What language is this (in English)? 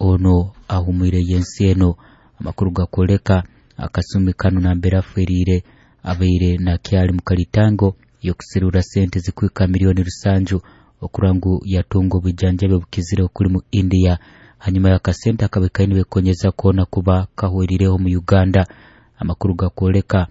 Nyoro